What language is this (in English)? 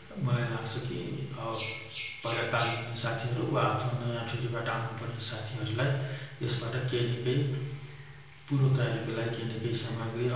Nepali